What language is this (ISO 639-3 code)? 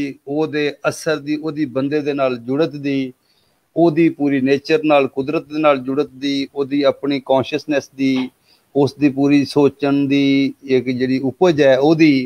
pan